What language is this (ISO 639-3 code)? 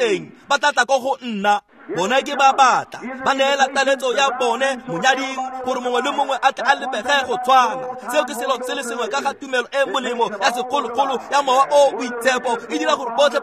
tsn